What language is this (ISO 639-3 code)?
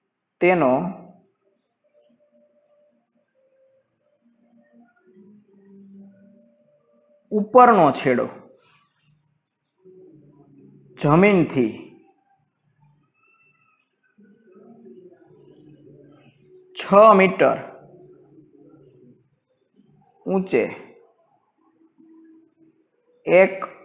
guj